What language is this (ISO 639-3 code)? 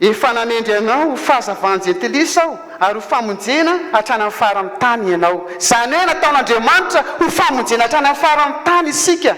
mlg